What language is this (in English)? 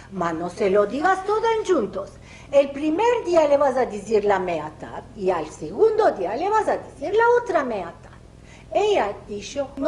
Ladino